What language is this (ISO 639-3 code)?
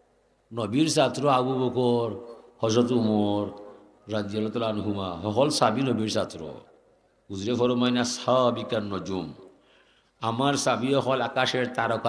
syl